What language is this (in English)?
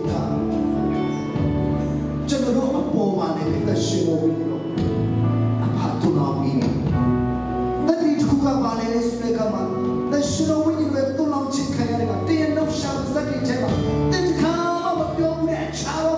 Burmese